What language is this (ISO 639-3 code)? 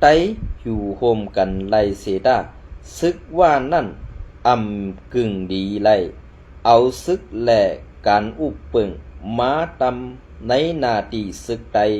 shn